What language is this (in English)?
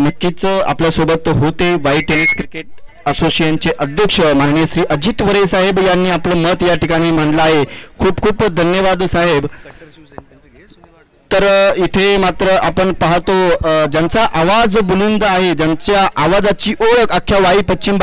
Marathi